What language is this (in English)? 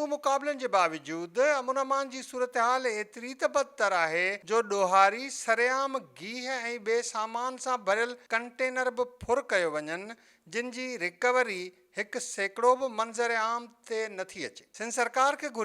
Sindhi